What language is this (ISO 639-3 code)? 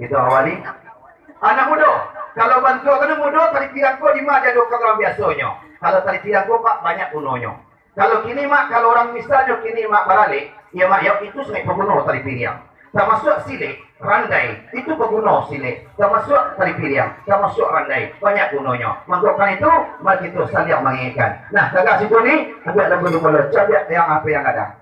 min